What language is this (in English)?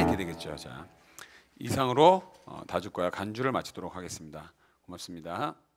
Korean